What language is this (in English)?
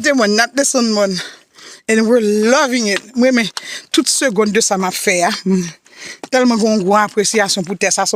Haitian Creole